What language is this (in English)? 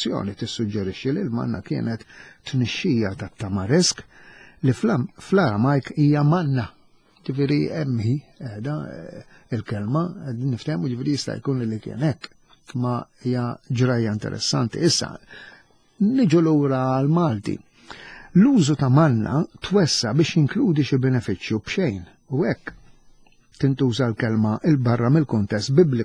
Maltese